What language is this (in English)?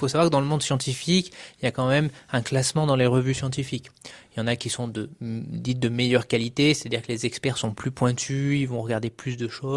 French